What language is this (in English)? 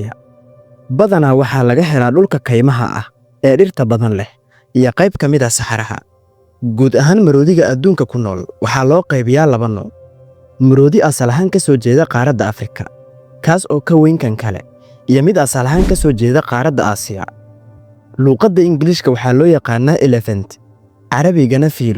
Somali